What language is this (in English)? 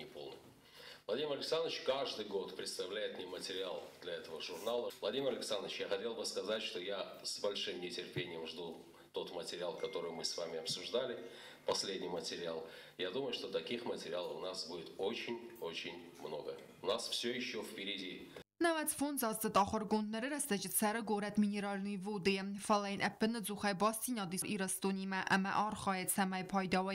Ossetic